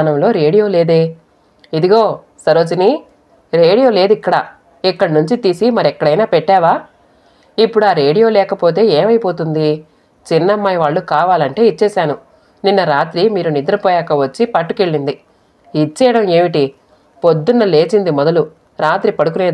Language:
Telugu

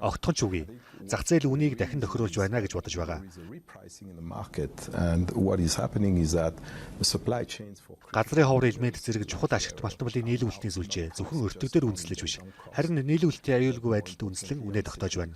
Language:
Mongolian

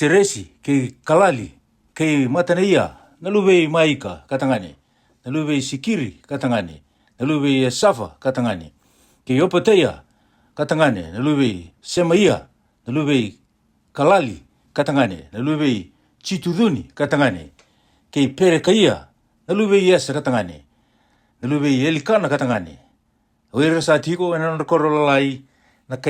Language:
Fijian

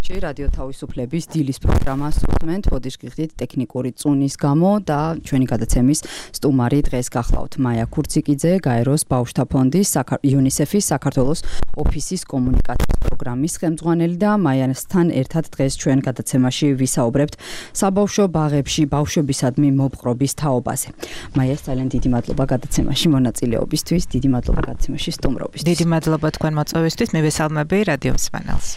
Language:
Georgian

